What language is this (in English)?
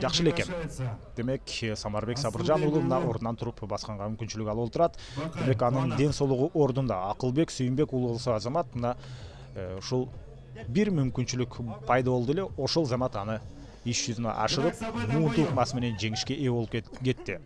Kyrgyz